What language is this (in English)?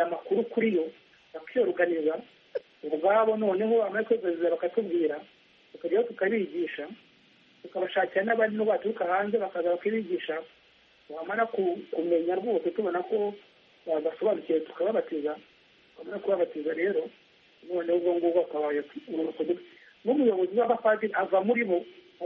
Kinyarwanda